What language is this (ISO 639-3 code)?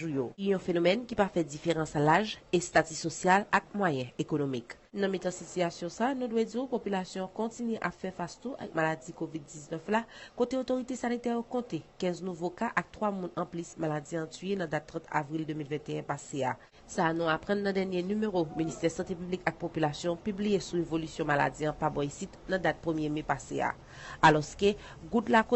hat